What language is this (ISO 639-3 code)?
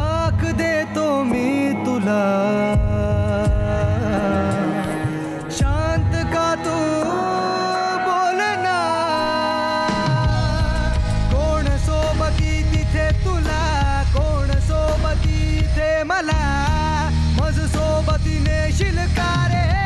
mar